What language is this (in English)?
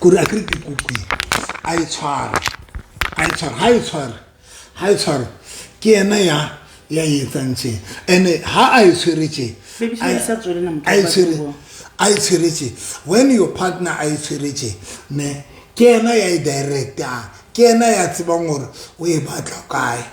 Southern Sotho